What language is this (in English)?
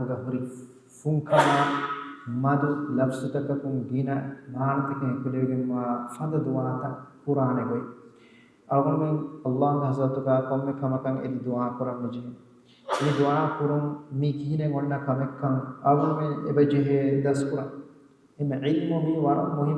Divehi